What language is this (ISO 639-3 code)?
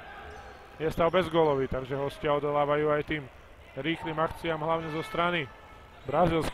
slk